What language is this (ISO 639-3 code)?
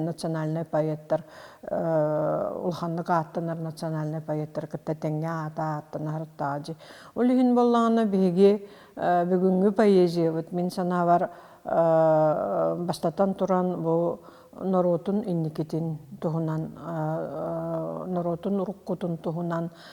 sah